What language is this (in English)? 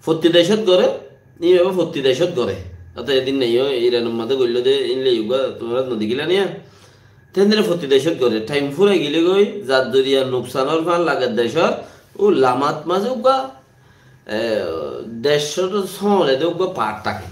Rohingya